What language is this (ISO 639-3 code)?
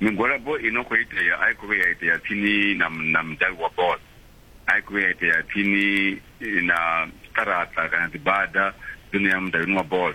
ven